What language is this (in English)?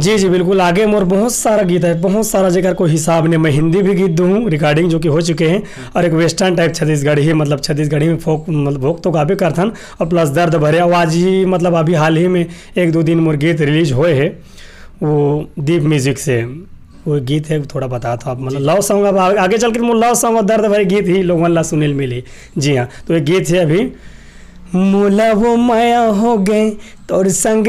Chhattisgarhi